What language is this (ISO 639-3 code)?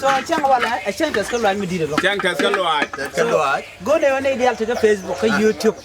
nus